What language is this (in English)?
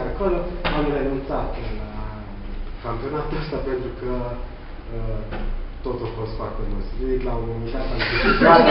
Romanian